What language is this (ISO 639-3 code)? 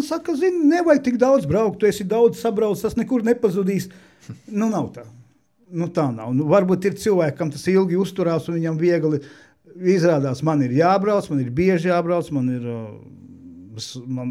lav